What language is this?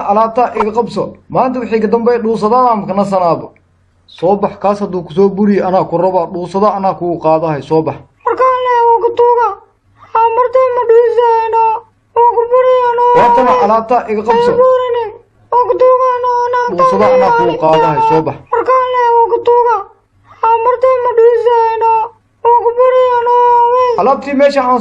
Somali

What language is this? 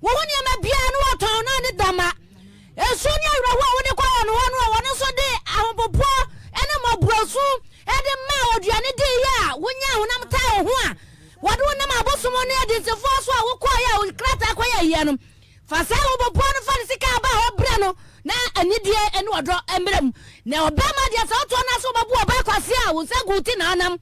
Akan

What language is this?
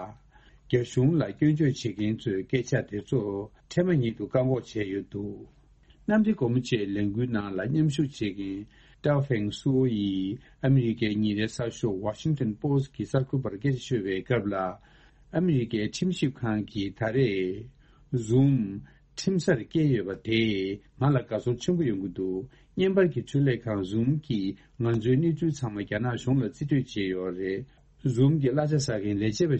Tibetan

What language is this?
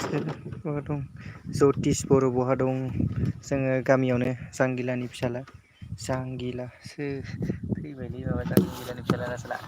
Bodo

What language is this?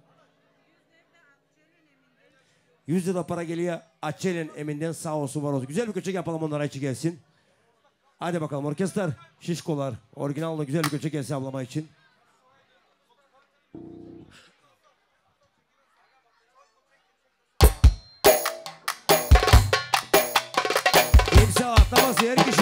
Turkish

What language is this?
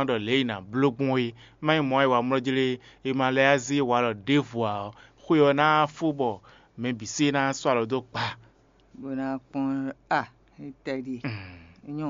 Fon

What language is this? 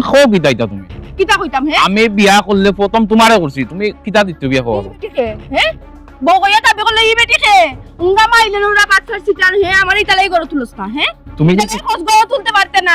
Sylheti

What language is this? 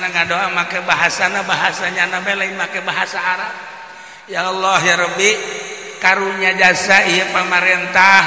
Sundanese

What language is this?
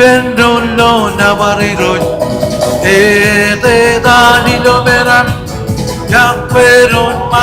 Marshallese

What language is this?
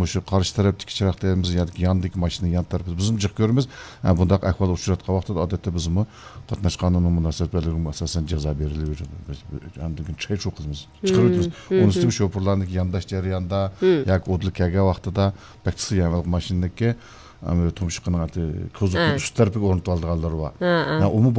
Uyghur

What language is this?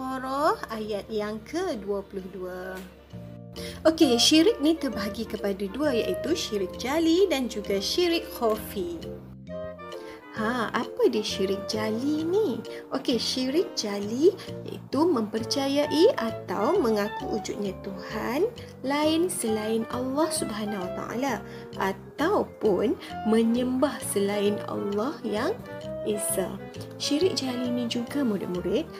Malay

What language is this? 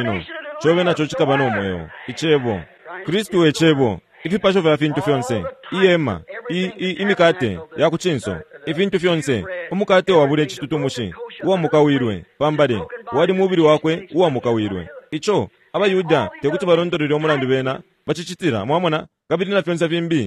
Bemba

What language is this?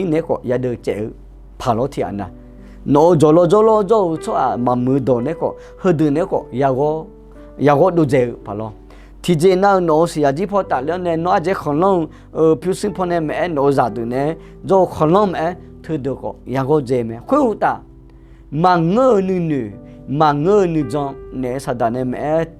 Akha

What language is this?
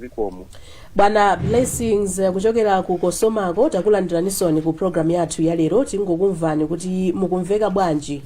Nyanja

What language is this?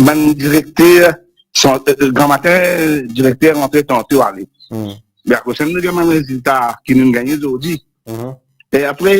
Morisyen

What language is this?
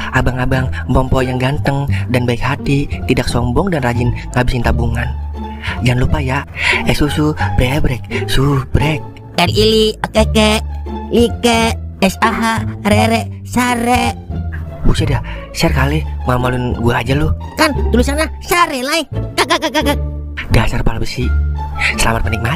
Betawi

